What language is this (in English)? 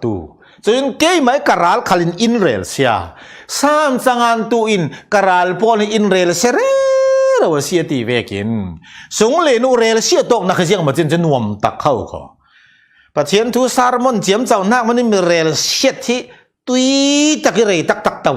Falam Chin